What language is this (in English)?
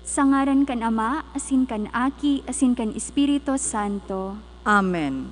Bikol